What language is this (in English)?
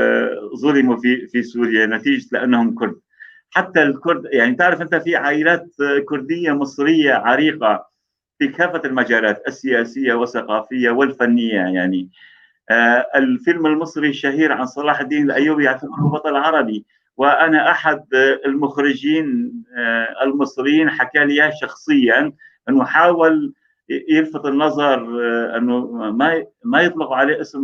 North Levantine Arabic